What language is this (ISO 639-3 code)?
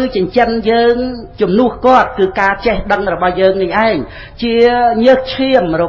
khm